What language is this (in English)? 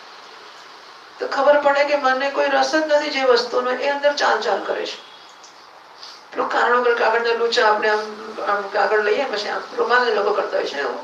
Gujarati